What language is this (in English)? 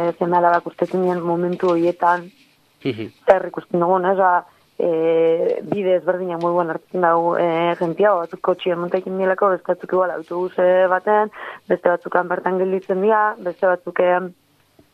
Basque